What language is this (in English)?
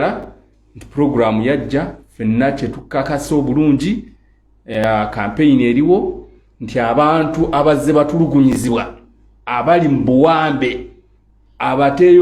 Ganda